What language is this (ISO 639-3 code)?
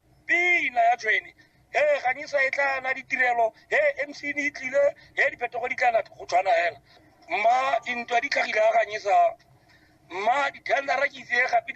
tsn